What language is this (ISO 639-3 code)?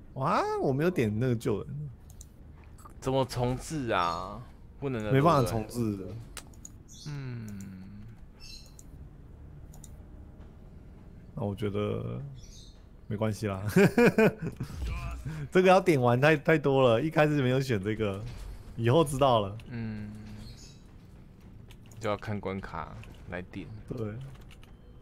zho